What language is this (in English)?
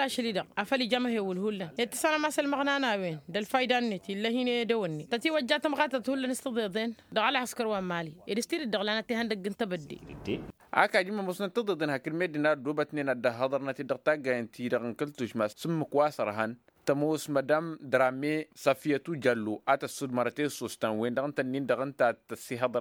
Tamasheq